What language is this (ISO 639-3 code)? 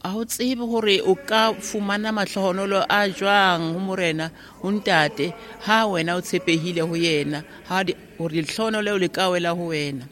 sot